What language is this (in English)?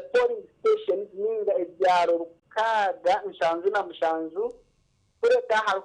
Nyankole